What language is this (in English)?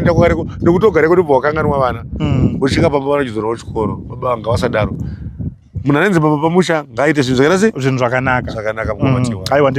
Shona